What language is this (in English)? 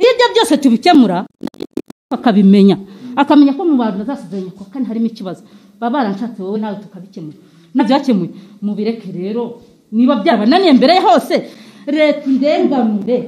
Kinyarwanda